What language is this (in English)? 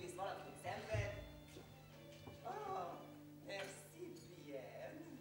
Hungarian